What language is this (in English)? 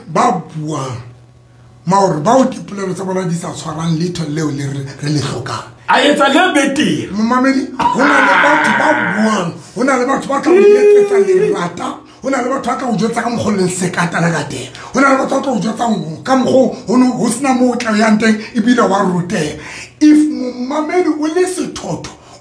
Southern Sotho